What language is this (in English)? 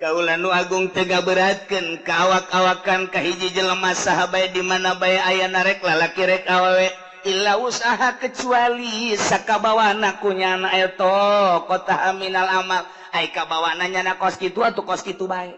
Sundanese